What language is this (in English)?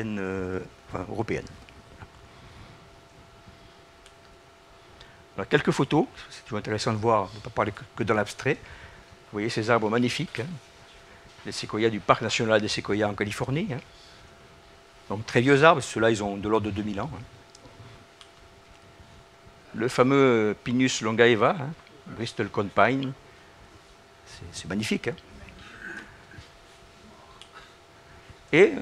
French